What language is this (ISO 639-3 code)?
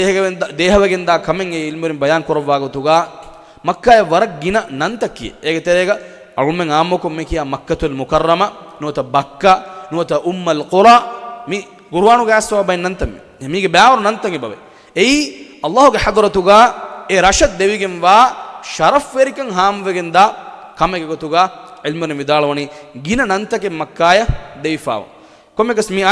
div